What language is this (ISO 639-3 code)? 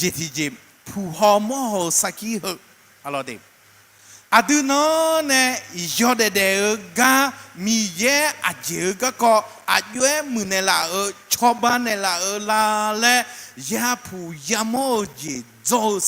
ahk